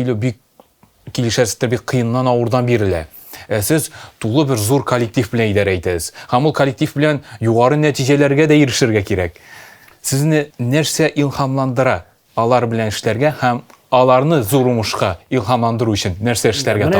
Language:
Tatar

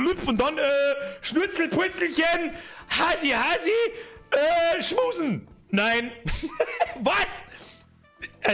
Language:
Bavarian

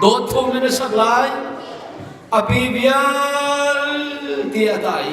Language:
Hakha Chin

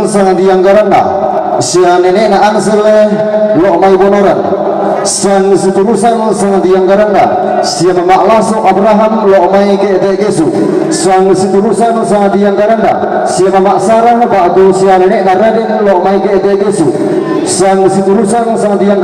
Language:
Toraja-Sa'dan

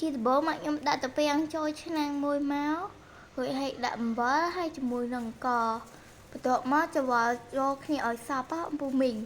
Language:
Khmer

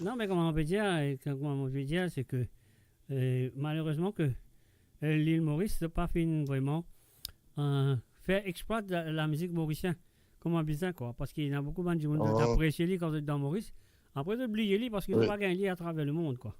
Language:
Morisyen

